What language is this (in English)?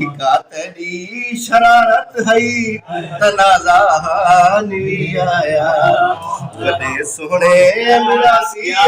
Saraiki